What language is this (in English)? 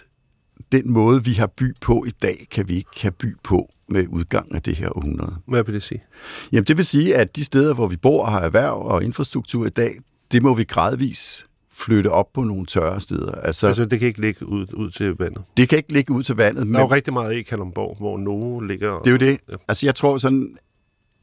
Danish